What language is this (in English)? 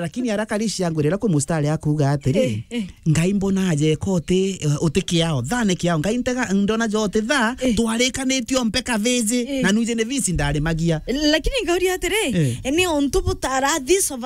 Meru